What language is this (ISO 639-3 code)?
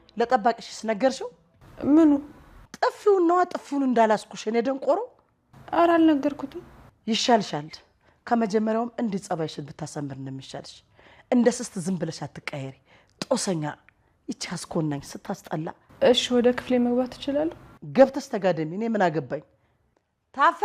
amh